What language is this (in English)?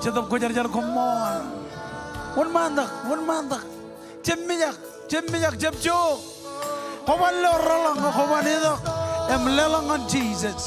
Marshallese